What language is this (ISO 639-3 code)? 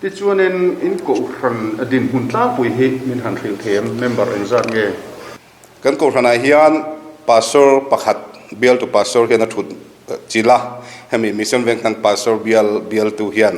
lus